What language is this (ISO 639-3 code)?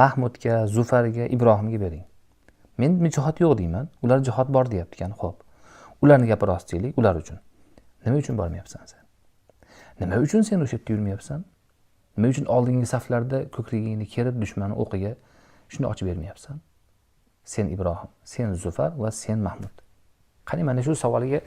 uzb